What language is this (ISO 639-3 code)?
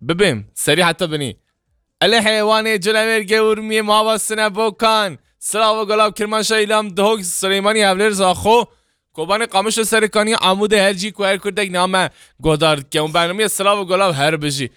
kur